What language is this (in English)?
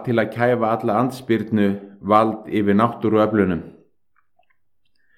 Icelandic